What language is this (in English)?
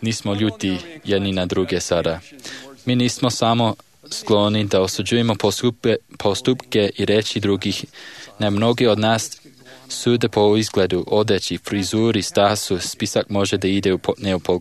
Serbian